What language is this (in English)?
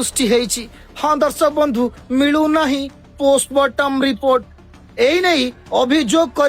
Odia